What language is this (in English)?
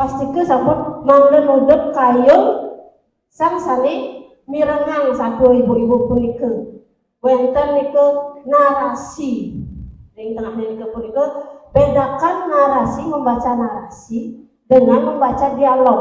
Balinese